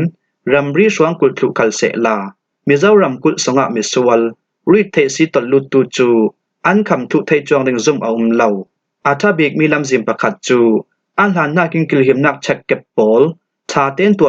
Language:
Falam Chin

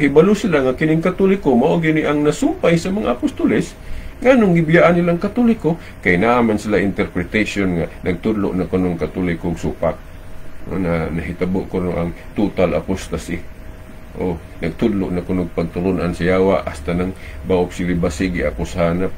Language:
Cebuano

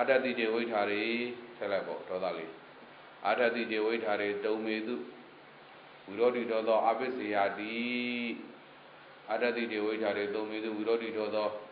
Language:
Burmese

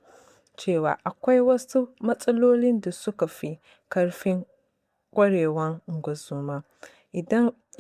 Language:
Hausa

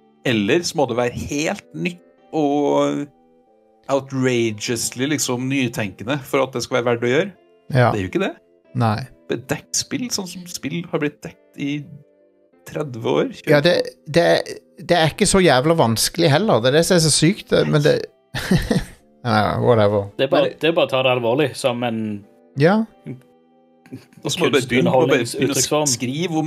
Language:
Norwegian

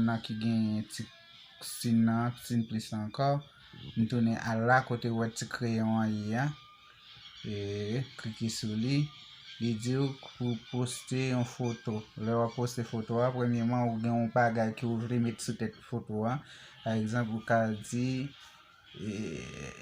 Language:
Haitian Creole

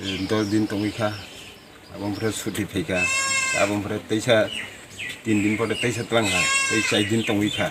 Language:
Kok Borok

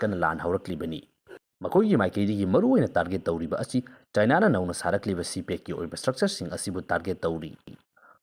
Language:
Manipuri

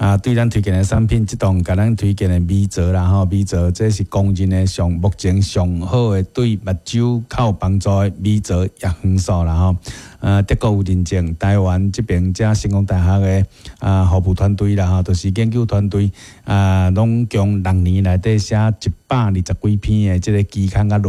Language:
Min Nan Chinese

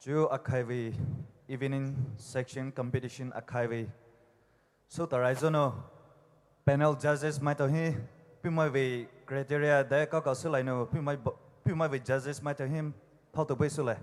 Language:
Poumei Naga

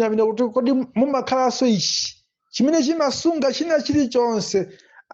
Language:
Nyanja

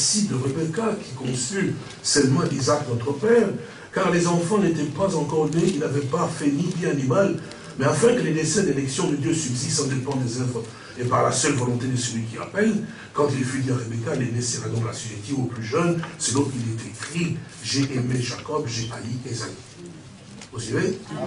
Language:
French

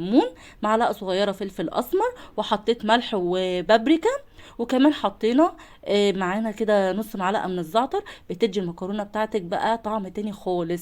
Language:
Egyptian Arabic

